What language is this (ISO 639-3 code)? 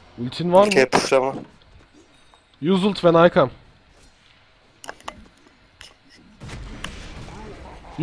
tur